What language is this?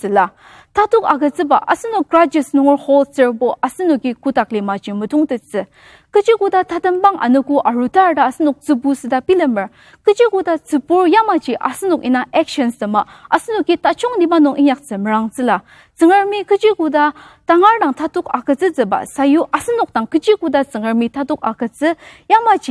Ao Naga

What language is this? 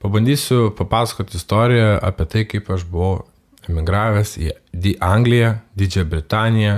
Lithuanian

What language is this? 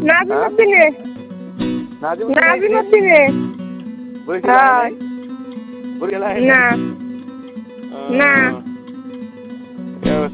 Bangla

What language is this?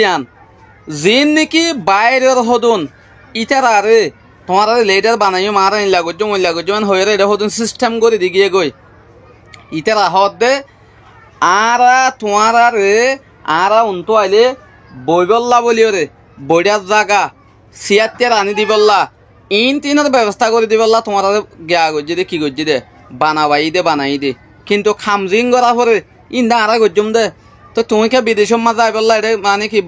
Rohingya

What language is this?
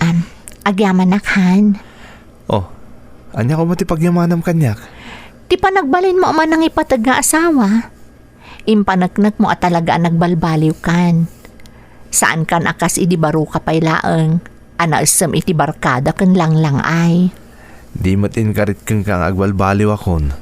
Iloko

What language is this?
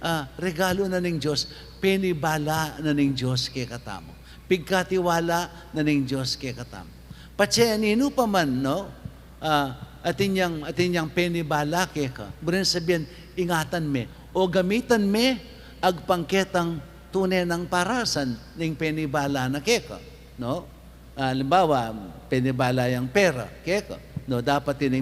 Pampanga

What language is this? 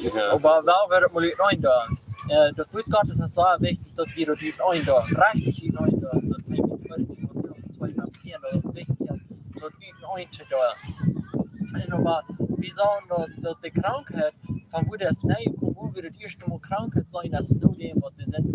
Plautdietsch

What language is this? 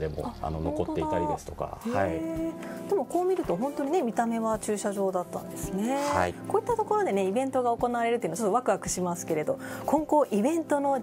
Japanese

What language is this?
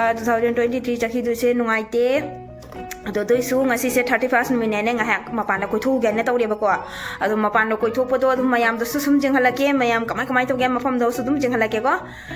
Manipuri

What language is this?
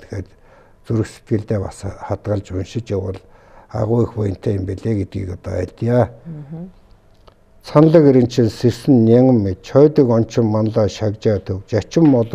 Mongolian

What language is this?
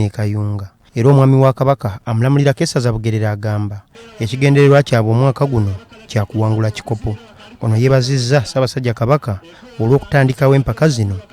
Ganda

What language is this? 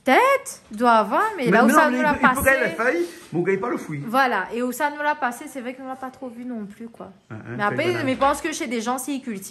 Réunion Creole French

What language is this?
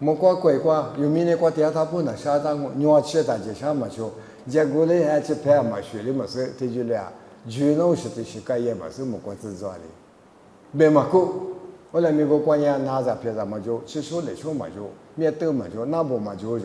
Lisu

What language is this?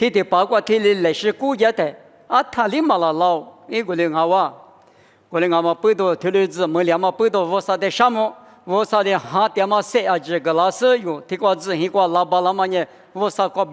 Lisu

